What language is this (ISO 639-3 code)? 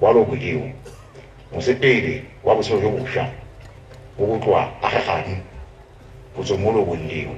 tsn